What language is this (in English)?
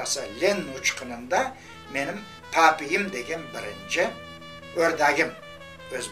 Crimean Tatar